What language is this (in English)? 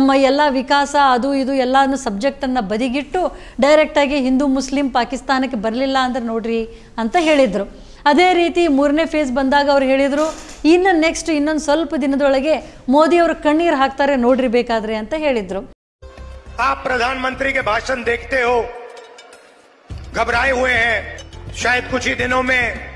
Kannada